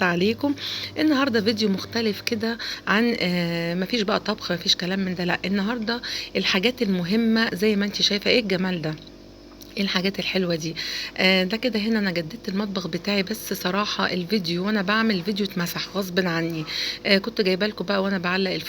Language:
Egyptian Arabic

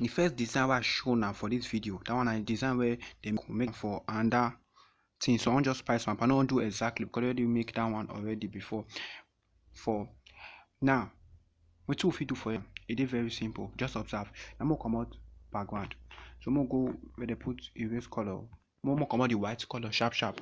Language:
Nigerian Pidgin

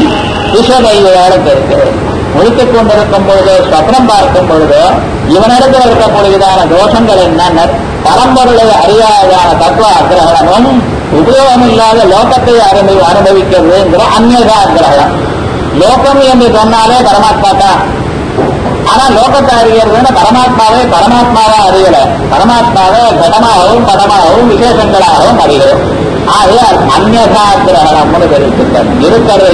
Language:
Tamil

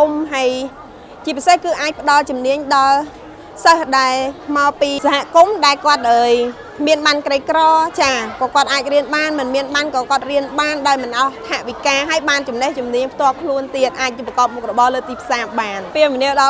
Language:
Khmer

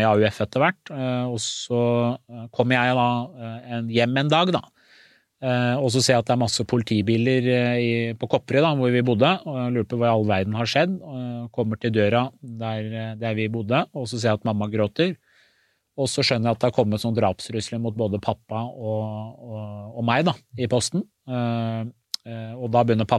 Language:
Norwegian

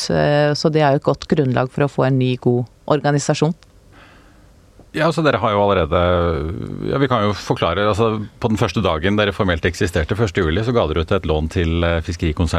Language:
Norwegian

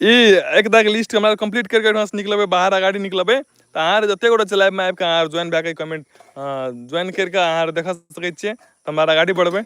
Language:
Maithili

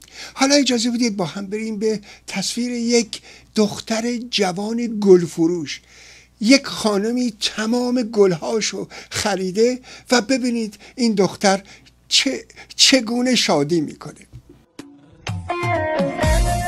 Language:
Persian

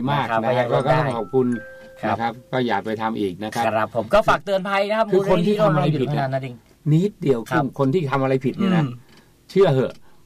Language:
Thai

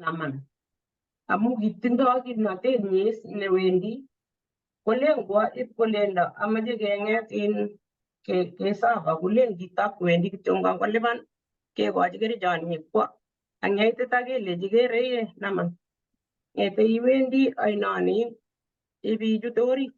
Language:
Kalenjin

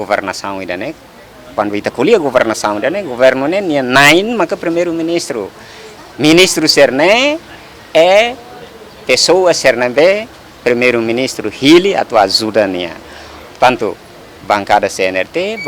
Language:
Tetum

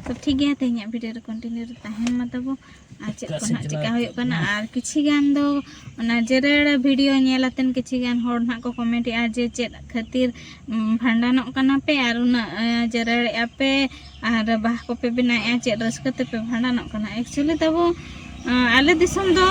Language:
Santali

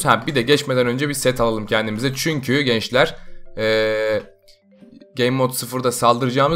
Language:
Turkish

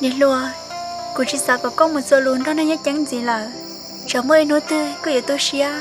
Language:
Hmong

